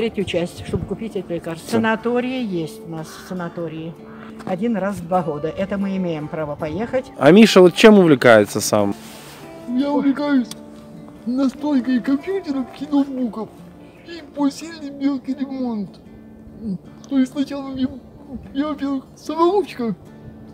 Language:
Russian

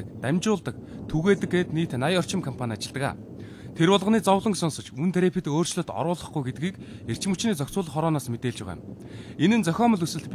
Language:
Mongolian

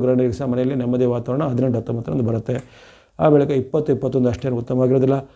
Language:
Kannada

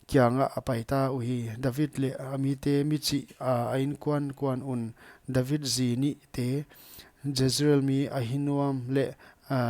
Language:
Paite Chin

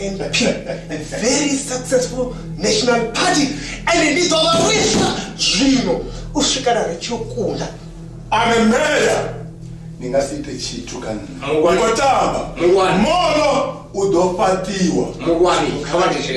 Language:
Venda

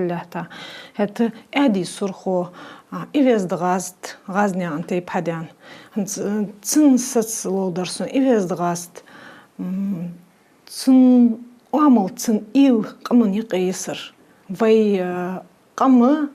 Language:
Ingush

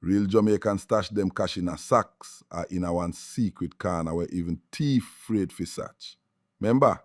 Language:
Jamaican Creole English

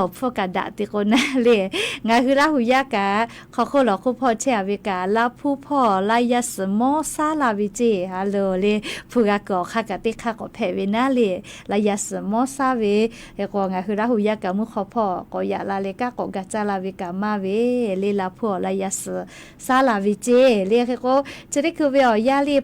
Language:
Lahu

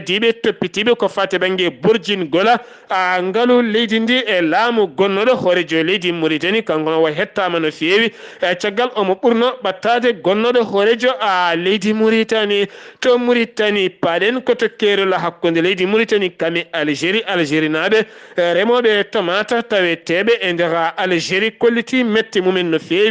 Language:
Fula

